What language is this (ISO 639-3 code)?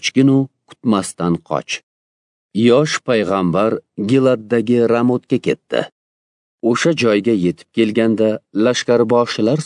uzb